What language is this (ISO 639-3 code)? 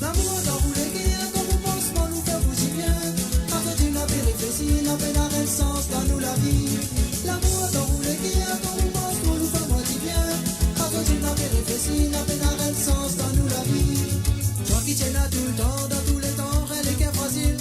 mfe